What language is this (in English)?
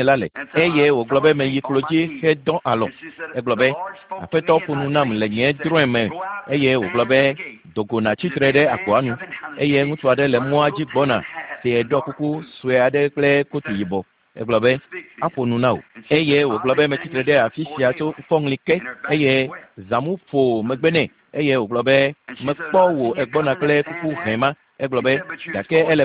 Ewe